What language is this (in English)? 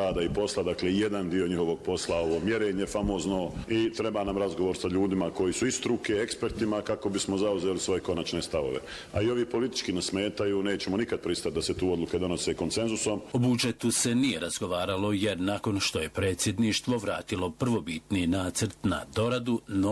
Bosnian